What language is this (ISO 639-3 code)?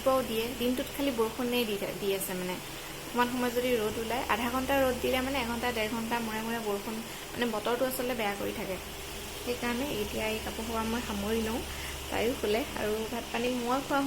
asm